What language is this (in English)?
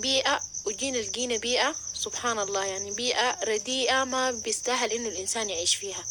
Sudanese Arabic